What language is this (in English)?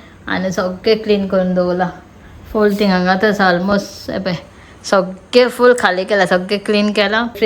Konkani